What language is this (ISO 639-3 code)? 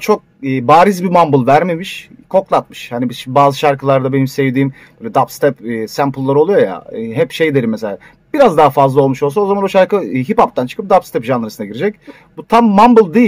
tur